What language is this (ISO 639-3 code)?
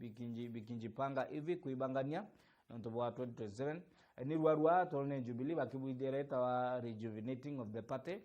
mer